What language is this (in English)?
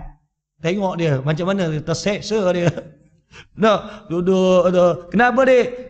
Malay